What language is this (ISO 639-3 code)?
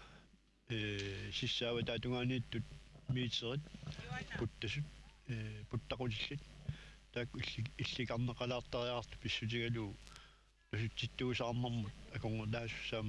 kal